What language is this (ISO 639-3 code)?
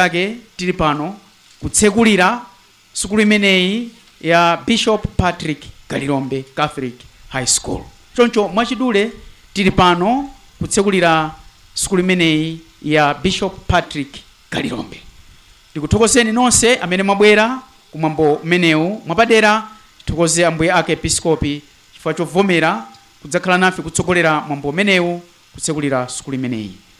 nya